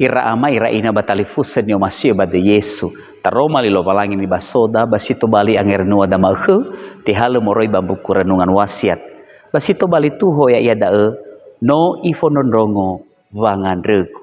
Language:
Nias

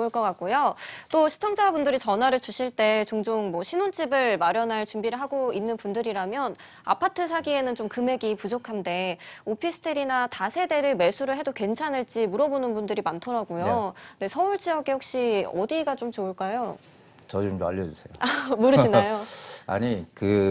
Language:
Korean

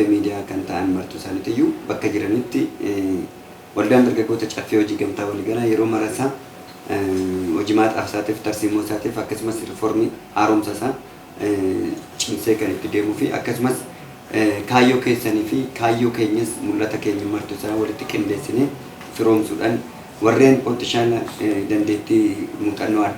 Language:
Oromo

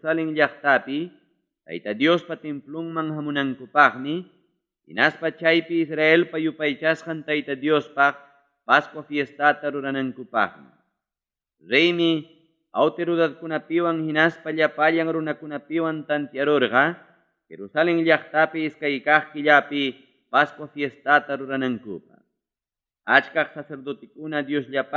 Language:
Ayacucho Quechua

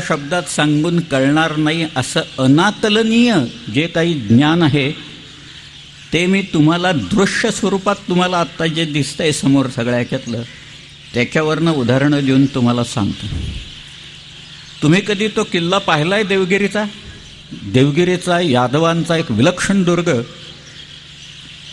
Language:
Marathi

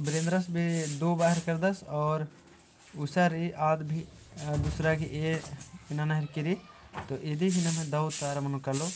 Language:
Kurukh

